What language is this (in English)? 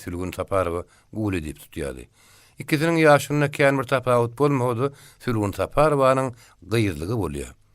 Turkmen